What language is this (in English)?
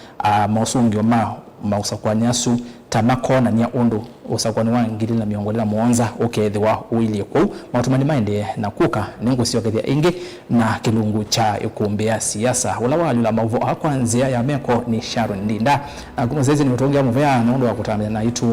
Kamba